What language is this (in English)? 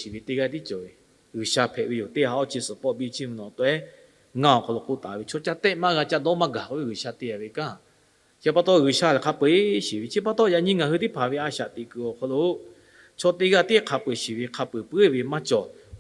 Lahu